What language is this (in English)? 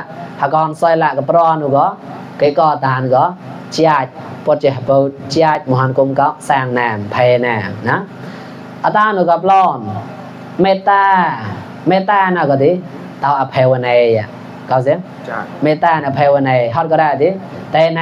Mon